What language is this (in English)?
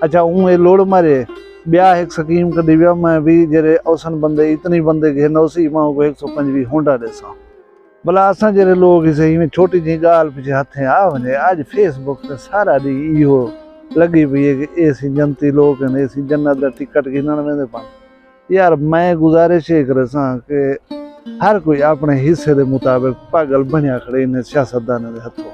Saraiki